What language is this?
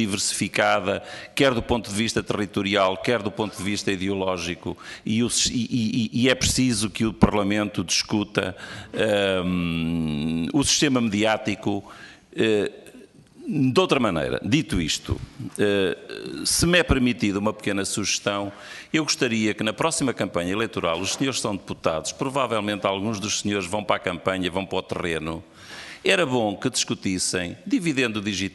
Portuguese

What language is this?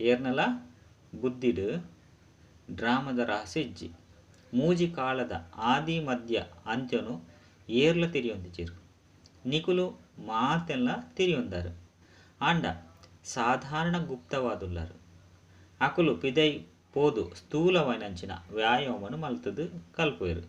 Tulu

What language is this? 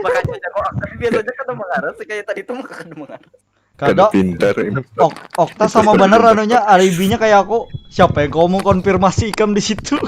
Banjar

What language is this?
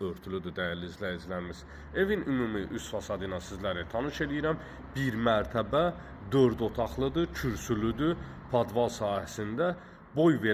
Azerbaijani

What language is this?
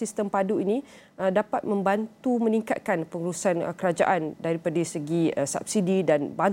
Malay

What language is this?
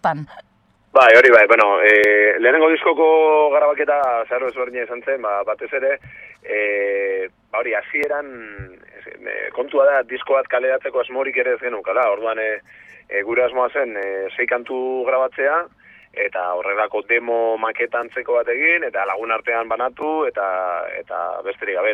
Basque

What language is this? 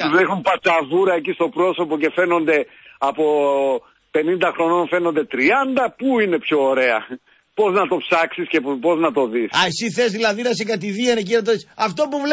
Greek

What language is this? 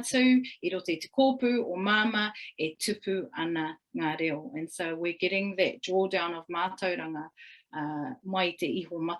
Māori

